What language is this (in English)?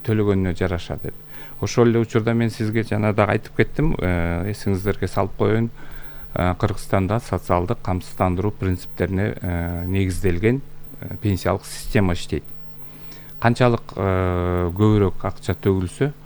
Kyrgyz